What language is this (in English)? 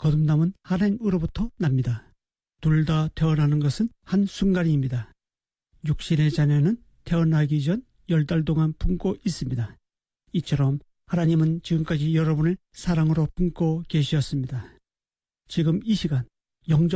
Korean